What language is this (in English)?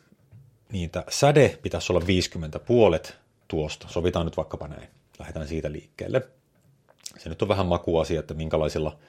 Finnish